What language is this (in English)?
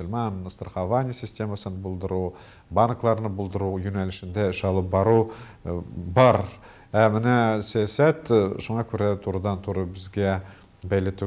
Tatar